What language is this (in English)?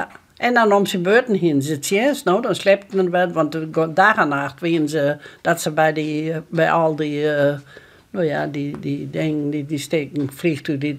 Western Frisian